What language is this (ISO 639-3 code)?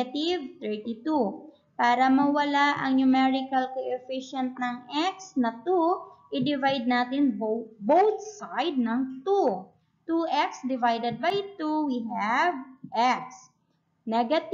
fil